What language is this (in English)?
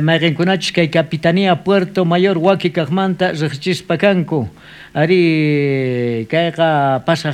South Bolivian Quechua